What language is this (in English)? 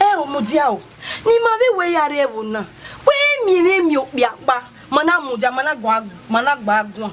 Bini